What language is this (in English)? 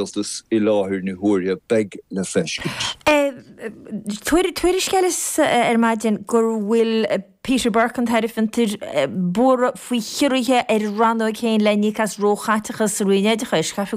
Irish